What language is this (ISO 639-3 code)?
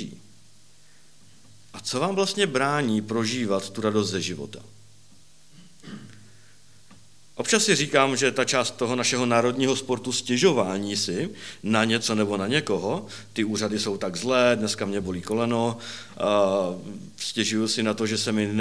ces